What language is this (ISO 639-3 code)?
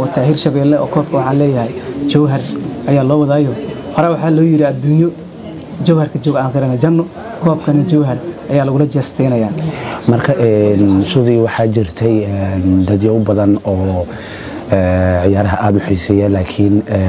som